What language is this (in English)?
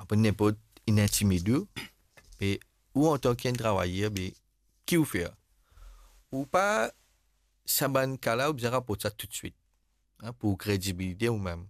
Morisyen